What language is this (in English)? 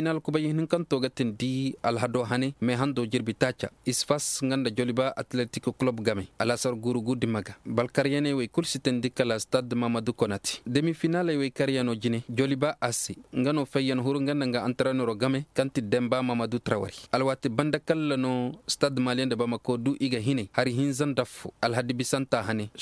Koyraboro Senni